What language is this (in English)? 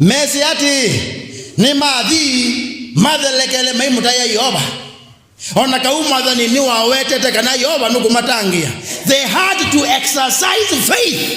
Kamba